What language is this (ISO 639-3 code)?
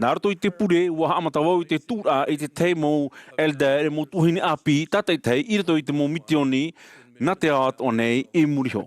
tah